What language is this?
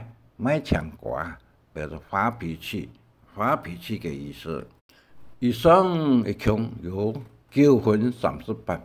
Hakka Chinese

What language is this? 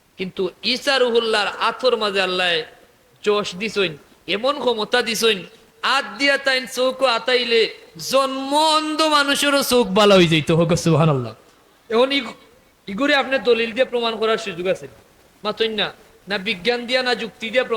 Sylheti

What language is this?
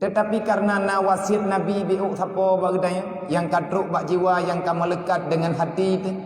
Achinese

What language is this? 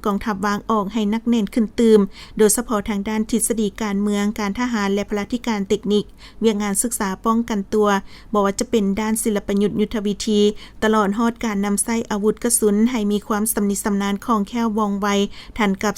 Lao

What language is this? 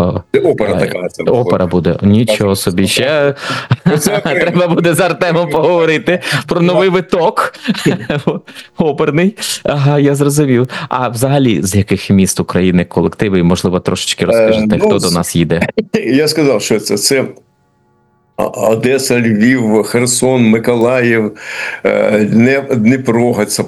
Ukrainian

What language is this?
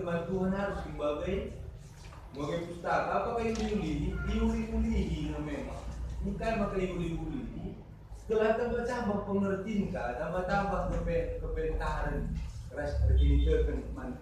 Batak Karo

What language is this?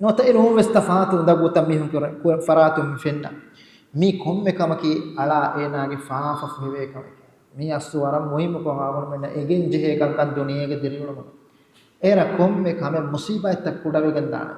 Divehi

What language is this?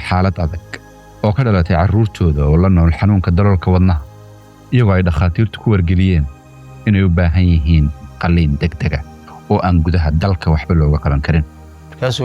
Somali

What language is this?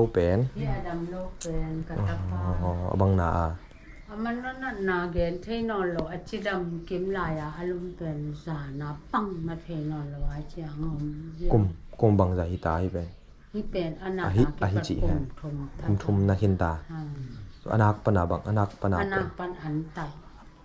Tedim Chin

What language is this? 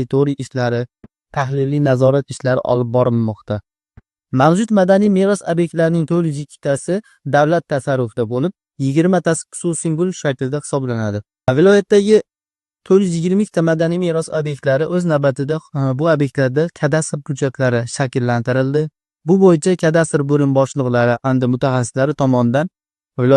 Uzbek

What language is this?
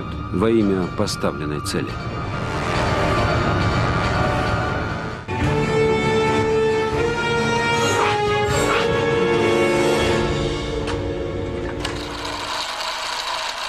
Russian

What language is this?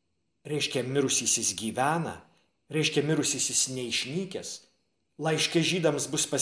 Lithuanian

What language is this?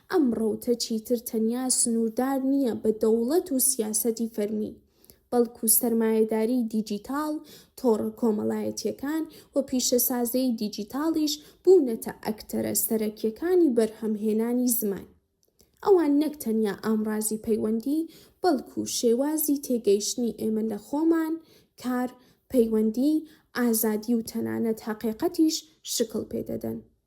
Central Kurdish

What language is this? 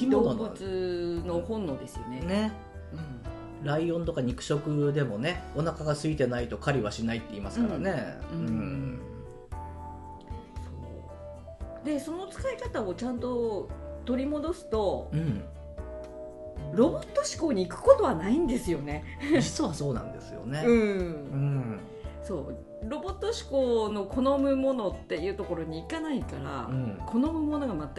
Japanese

